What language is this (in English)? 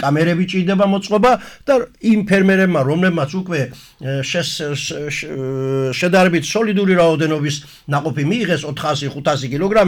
Georgian